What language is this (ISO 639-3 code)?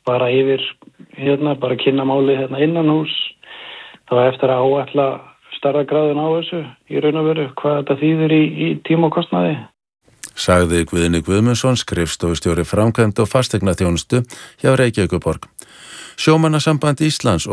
isl